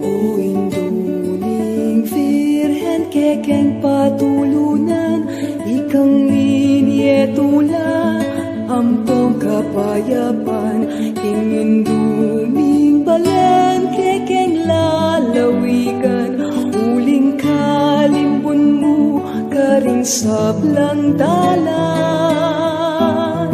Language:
Pampanga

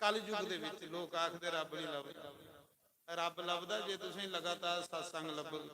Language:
Dogri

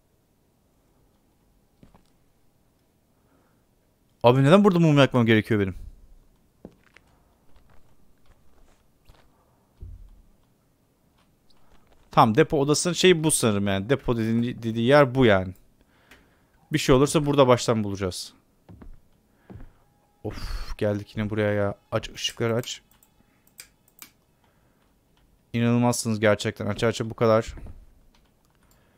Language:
Turkish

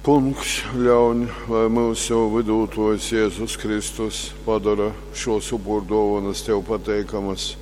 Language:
Latgalian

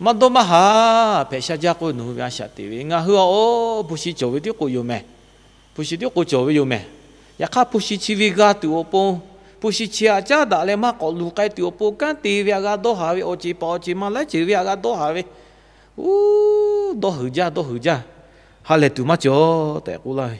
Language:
Lahu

